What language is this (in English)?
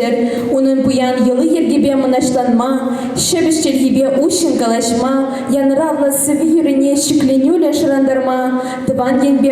Chuvash